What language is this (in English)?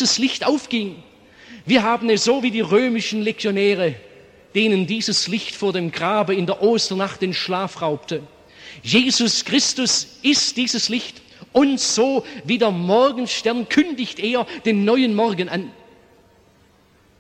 German